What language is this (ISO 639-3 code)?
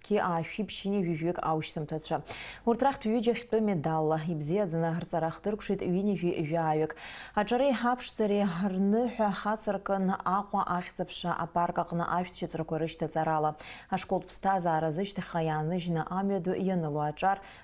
abk